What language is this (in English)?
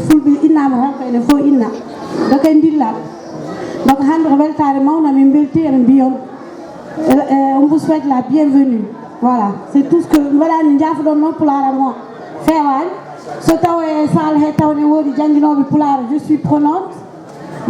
Fula